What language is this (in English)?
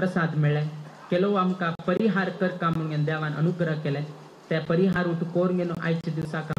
Konkani